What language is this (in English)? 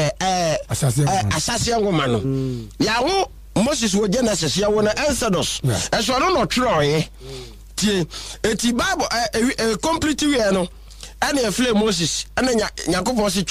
Akan